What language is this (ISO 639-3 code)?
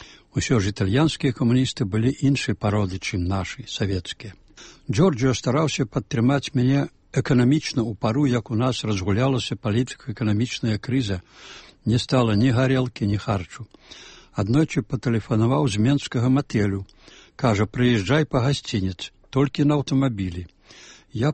bel